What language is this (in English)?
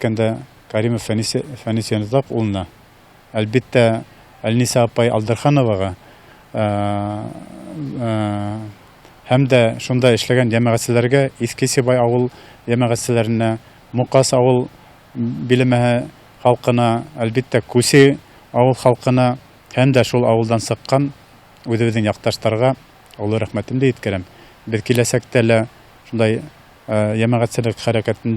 Bashkir